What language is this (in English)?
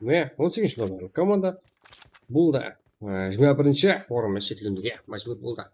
Kara-Kalpak